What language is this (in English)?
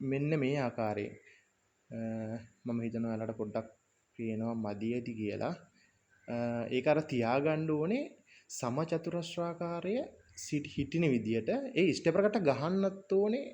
Sinhala